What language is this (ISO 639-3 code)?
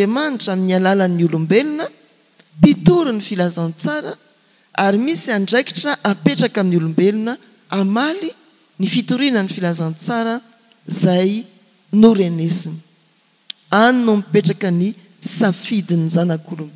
mlg